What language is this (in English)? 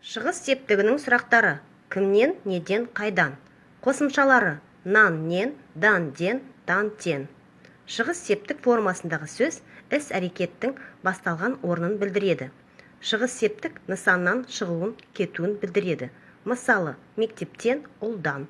Kazakh